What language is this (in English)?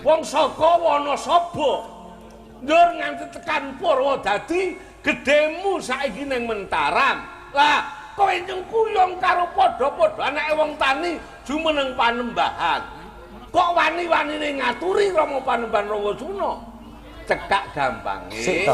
Javanese